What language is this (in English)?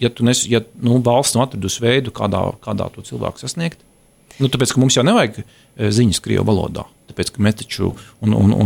Latvian